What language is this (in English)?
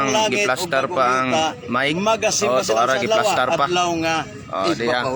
Cebuano